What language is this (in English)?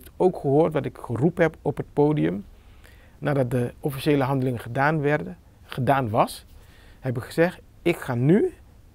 Dutch